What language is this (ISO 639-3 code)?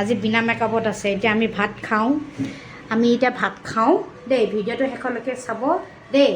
asm